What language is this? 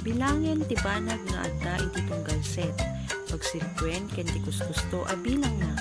Iloko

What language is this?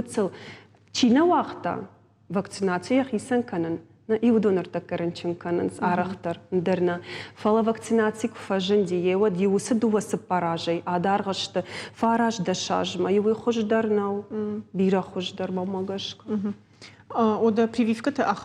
Ossetic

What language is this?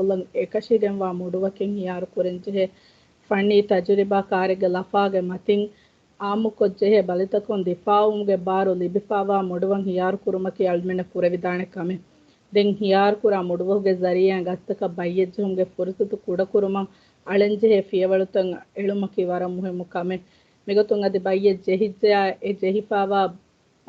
Divehi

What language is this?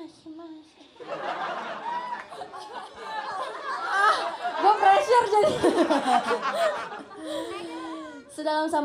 Indonesian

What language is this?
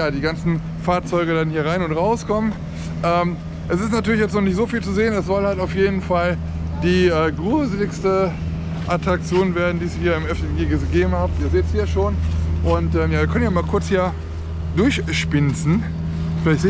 German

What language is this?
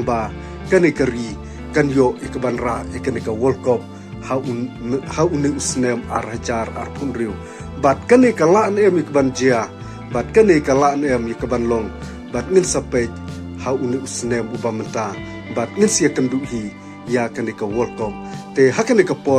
Khasi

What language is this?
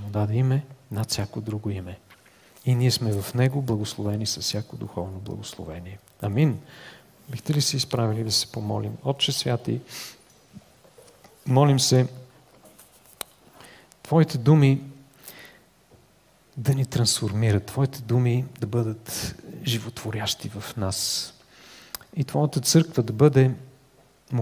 Bulgarian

